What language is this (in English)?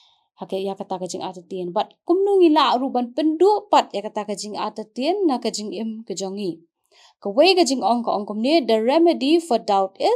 Khasi